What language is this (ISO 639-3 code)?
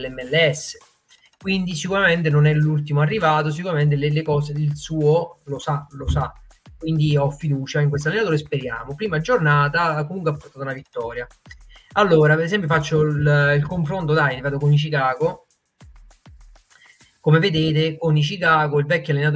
ita